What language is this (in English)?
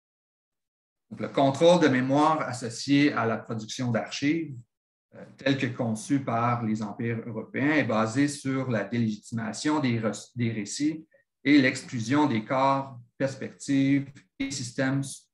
French